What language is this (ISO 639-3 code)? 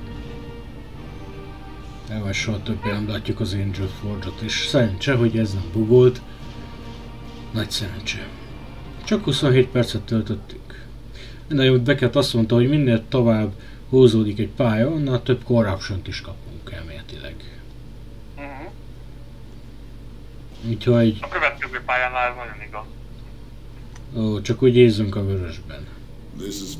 hun